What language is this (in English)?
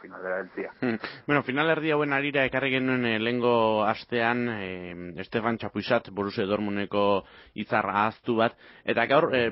Basque